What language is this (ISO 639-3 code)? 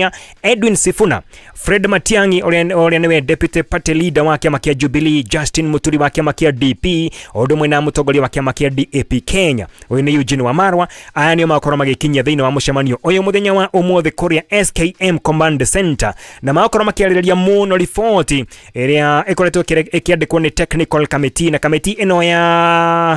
kik